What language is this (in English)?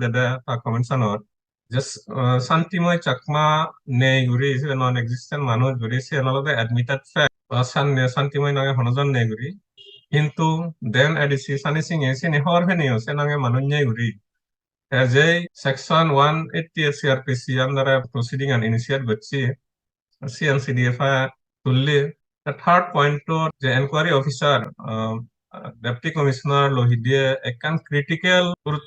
Chakma